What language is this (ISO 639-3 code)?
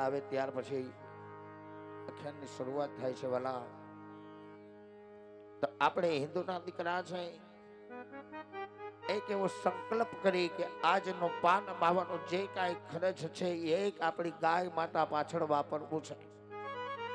guj